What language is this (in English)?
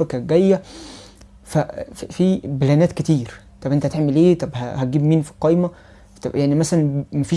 Egyptian Arabic